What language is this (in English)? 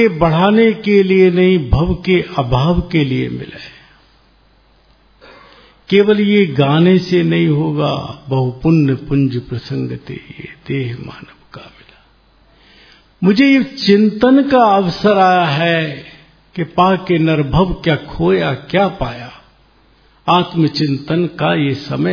Hindi